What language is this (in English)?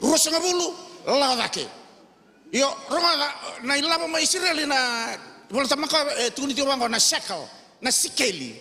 Fijian